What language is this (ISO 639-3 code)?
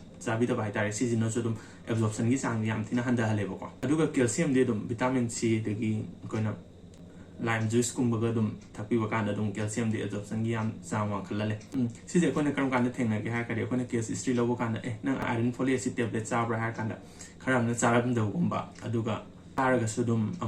mni